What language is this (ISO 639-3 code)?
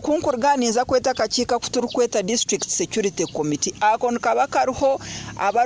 nyo